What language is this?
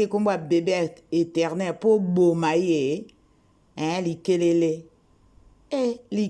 Lingala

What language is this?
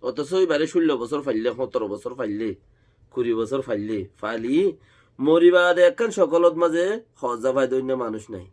Rohingya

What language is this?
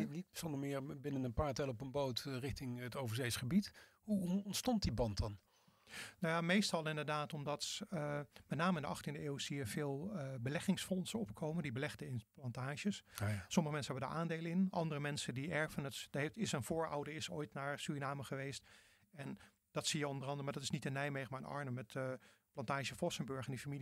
Dutch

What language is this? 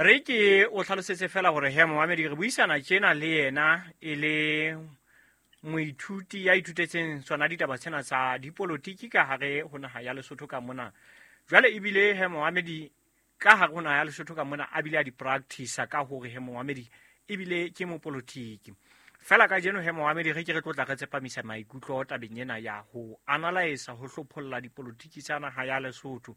Southern Sotho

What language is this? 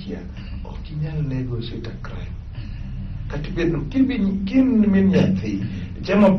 Luo (Kenya and Tanzania)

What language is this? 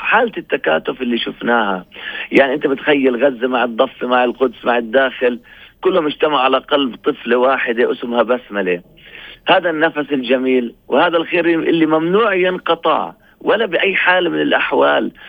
North Levantine Arabic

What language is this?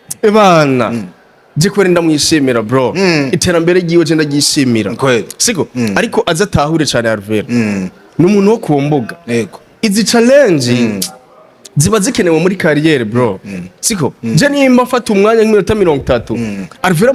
Rundi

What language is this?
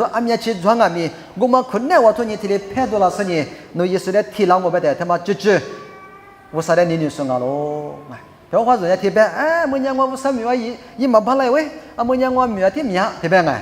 Lisu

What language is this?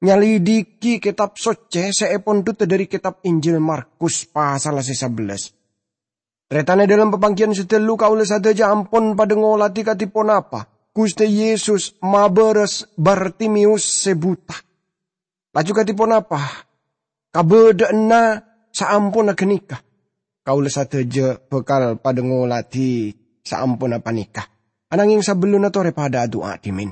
Madurese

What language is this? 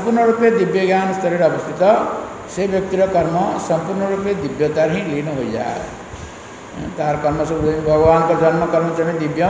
Odia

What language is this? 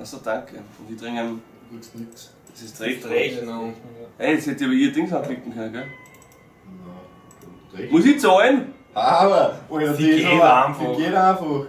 Bavarian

